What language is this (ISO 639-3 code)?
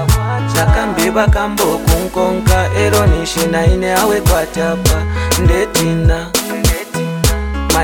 bem